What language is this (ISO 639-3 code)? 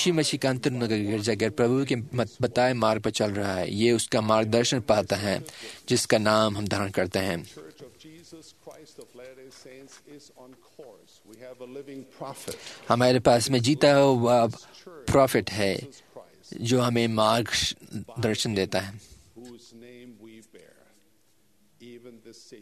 hin